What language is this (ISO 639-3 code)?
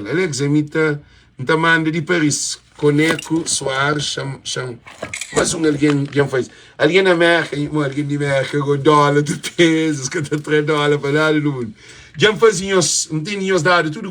kea